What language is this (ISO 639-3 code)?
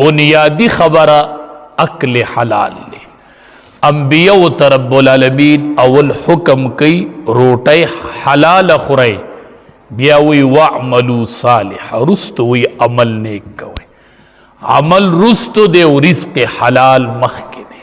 pus